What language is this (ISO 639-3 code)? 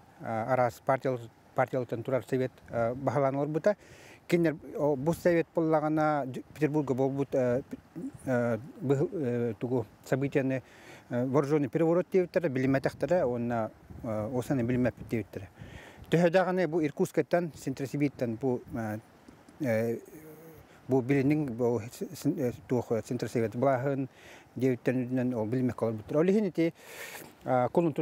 sah